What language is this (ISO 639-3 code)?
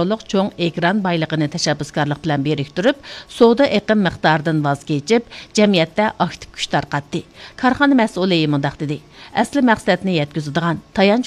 uig